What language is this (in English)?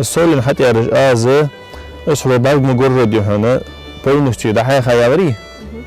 Ingush